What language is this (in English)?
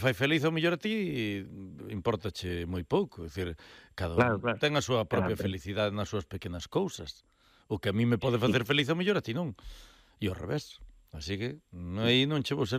Galician